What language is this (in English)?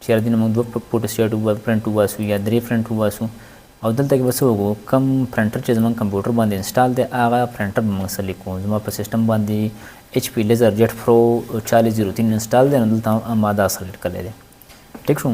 Pashto